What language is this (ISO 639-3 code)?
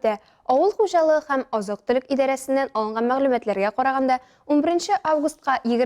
tat